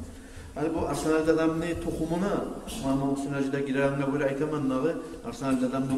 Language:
Kumyk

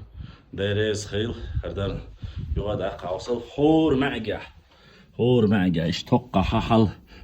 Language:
Chechen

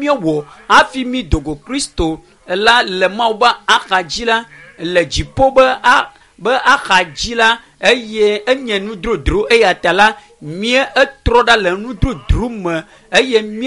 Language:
Ewe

